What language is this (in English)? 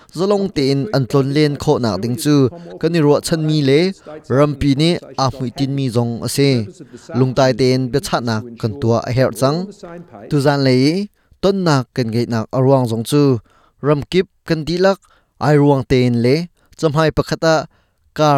Hakha Chin